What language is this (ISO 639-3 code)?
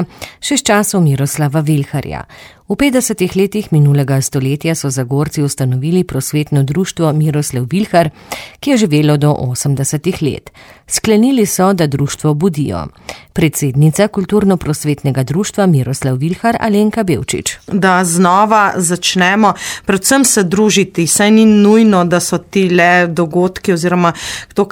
slv